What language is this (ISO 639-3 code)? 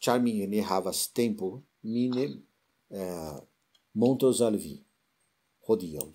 epo